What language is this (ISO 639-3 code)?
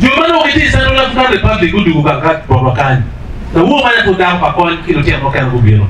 ach